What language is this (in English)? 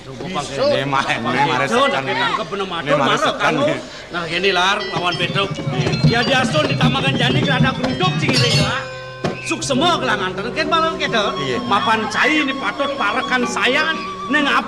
Balinese